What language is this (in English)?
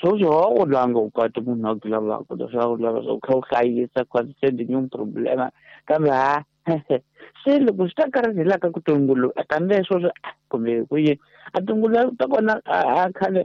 Tsonga